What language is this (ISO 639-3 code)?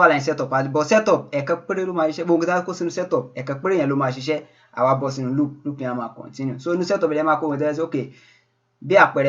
yor